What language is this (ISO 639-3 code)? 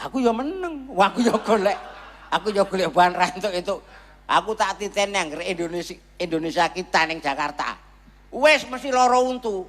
jav